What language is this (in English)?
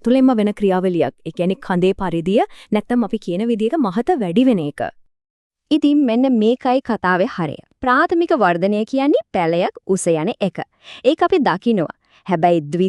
Sinhala